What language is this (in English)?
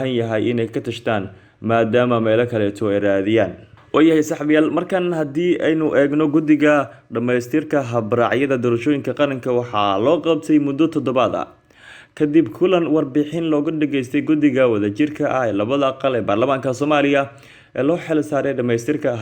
Somali